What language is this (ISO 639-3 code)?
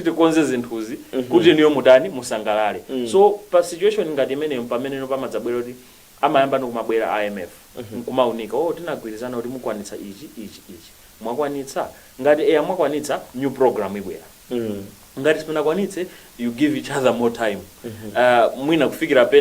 nya